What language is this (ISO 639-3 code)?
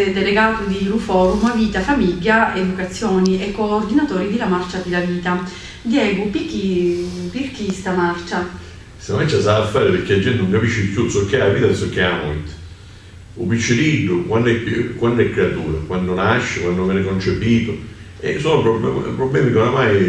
scn